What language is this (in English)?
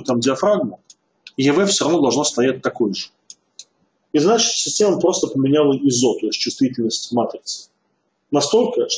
Russian